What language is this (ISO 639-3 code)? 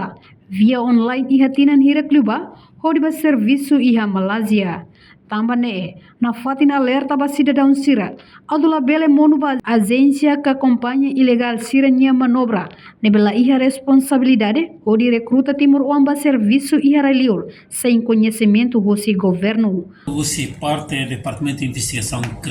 tet